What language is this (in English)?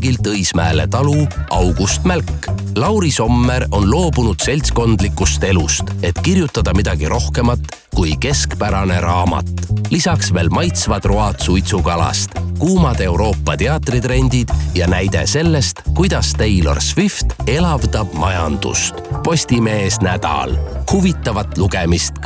Estonian